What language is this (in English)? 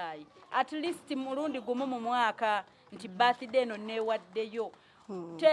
Ganda